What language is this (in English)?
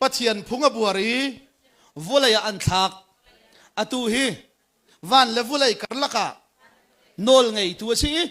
Hakha Chin